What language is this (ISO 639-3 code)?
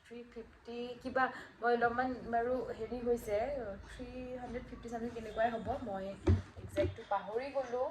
asm